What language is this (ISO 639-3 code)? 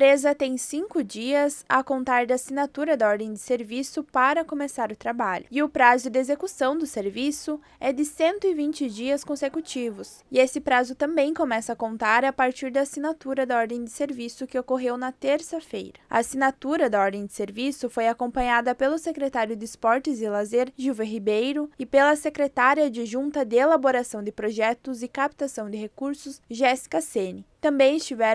por